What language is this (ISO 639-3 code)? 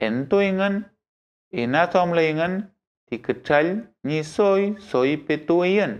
arn